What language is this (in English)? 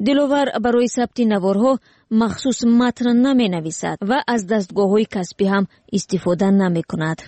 Tajik